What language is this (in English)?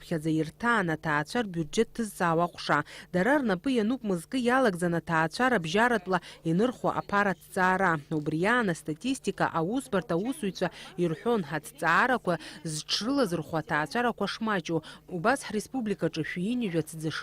Abkhazian